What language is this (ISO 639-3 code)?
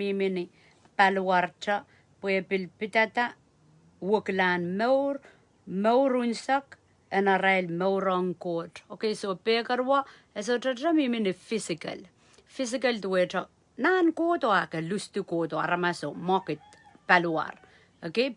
pon